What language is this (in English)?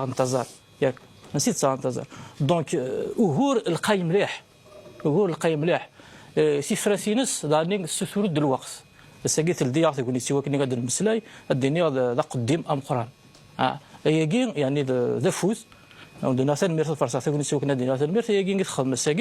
Kabyle